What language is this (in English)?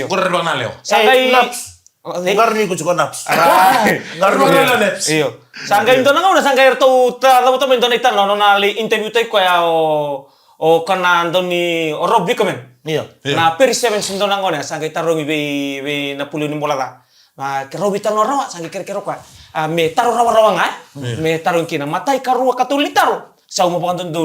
Fijian